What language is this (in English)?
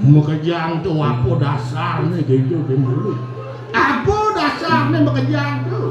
Balinese